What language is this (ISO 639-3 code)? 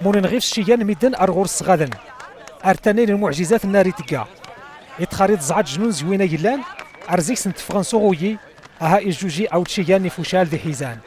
kab